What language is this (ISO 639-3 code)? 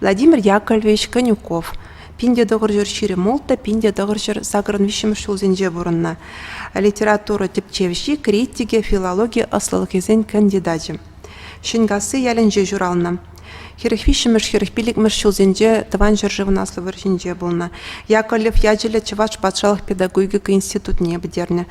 chv